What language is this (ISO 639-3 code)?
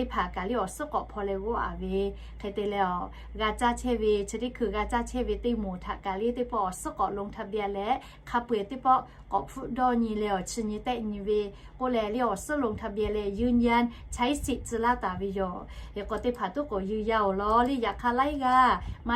lhu